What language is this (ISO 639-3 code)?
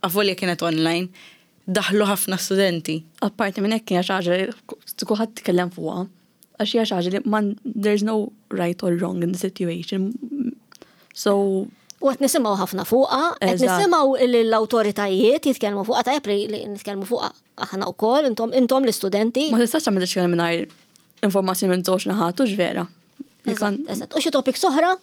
mlt